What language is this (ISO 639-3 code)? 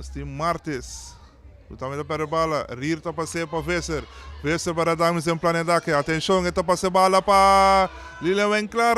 pap